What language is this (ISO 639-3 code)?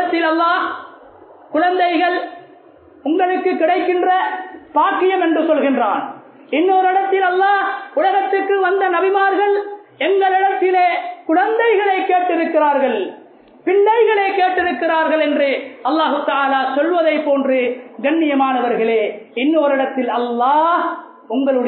tam